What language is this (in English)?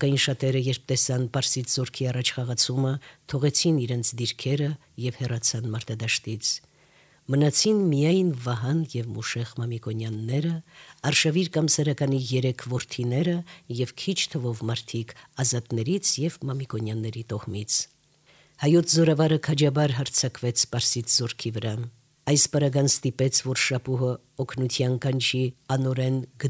Armenian